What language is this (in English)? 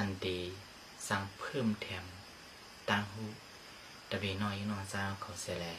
Shan